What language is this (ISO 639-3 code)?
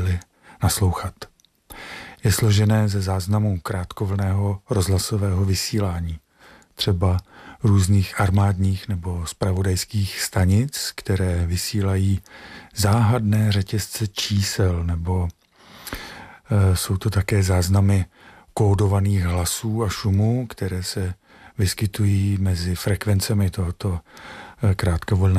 ces